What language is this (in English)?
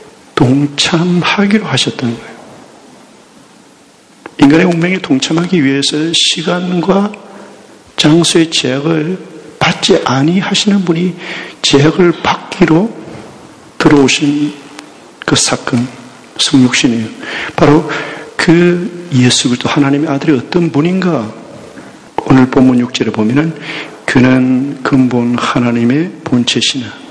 Korean